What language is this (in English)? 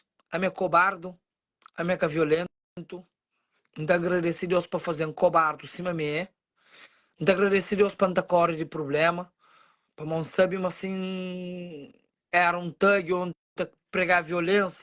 Kabuverdianu